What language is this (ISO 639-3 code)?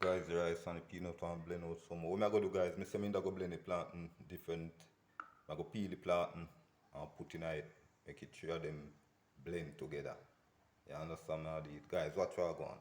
jam